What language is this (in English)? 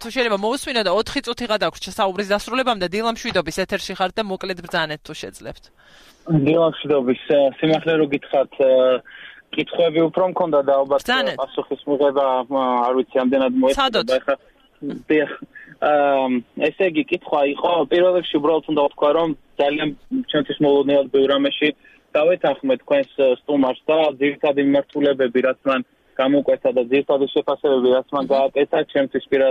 Georgian